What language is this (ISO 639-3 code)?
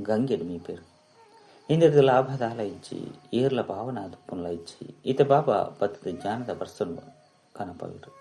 tcy